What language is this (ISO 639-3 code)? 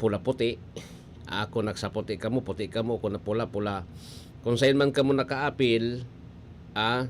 bik